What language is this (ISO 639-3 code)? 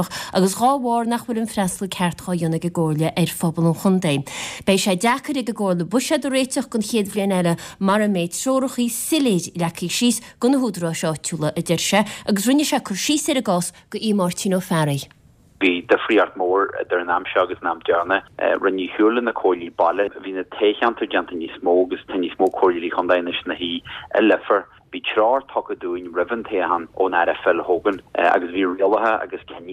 gle